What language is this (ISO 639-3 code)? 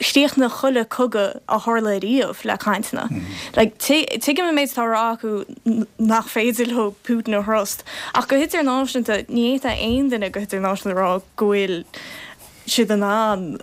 gle